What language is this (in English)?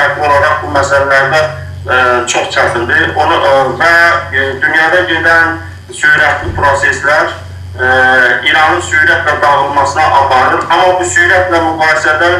South Azerbaijani